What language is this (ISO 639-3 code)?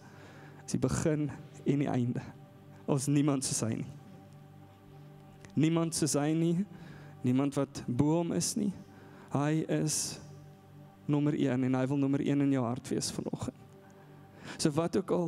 afr